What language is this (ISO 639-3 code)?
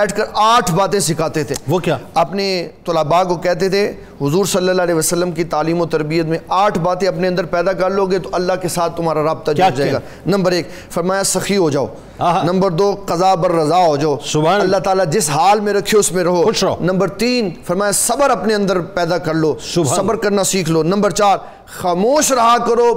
urd